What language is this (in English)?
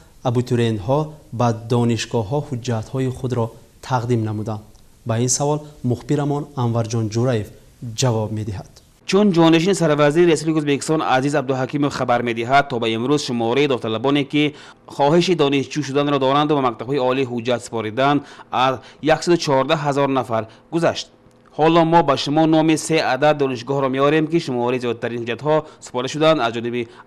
Tajik